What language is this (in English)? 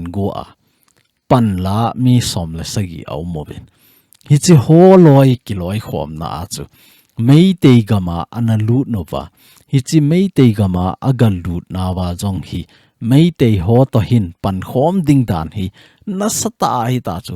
Thado Chin